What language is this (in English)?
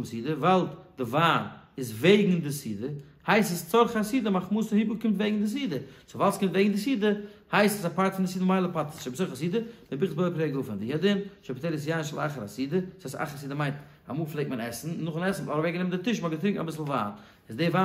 Yiddish